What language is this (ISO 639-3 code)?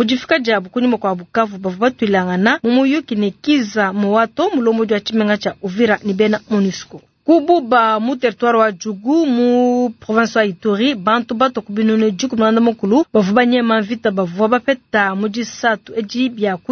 lua